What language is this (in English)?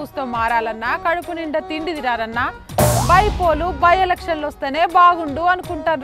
Telugu